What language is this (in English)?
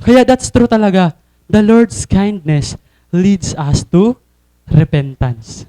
Waray